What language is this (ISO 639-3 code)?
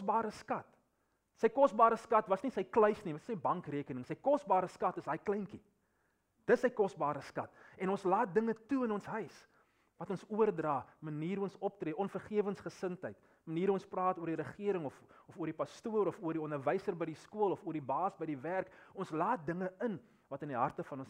afr